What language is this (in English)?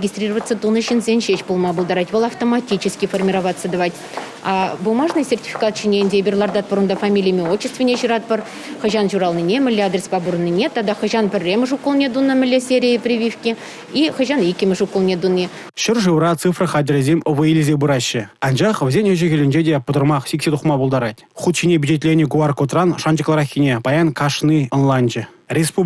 Chuvash